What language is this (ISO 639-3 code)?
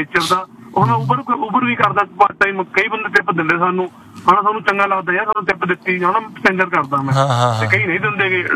pan